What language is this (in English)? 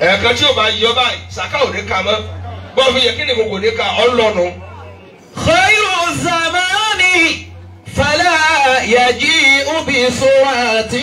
Yoruba